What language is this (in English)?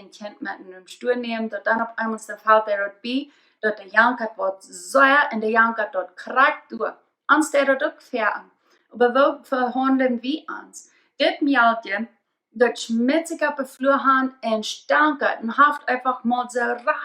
Plautdietsch